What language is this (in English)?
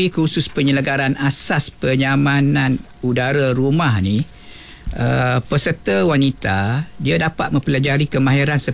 Malay